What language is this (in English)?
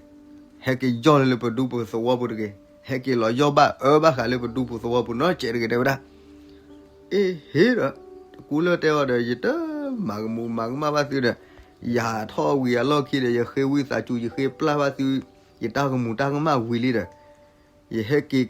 S'gaw Karen